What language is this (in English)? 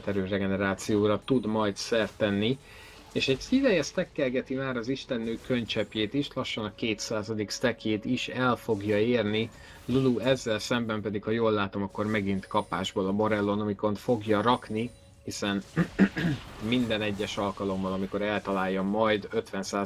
Hungarian